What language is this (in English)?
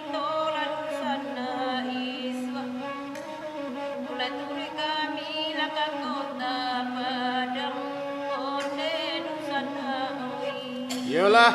Minangkabau